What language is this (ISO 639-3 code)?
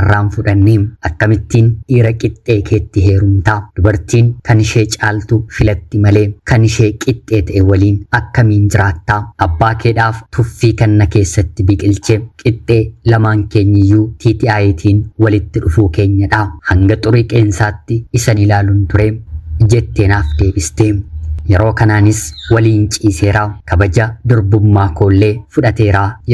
orm